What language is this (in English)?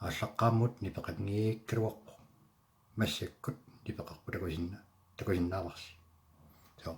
Kalaallisut